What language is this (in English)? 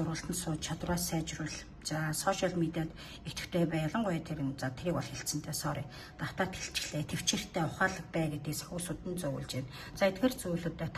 Mongolian